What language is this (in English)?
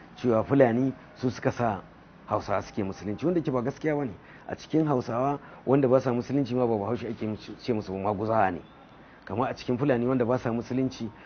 Hausa